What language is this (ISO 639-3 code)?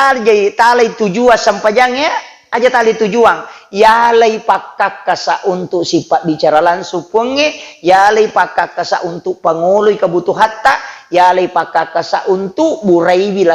bug